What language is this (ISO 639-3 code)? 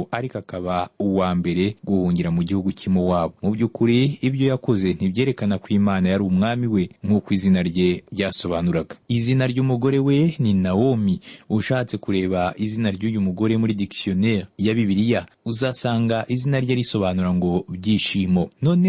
kin